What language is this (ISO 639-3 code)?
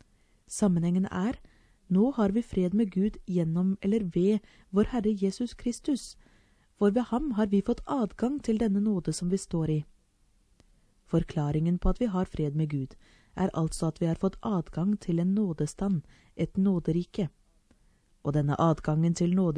nor